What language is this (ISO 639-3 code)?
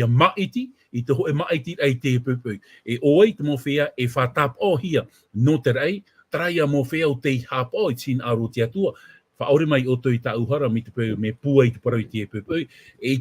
tah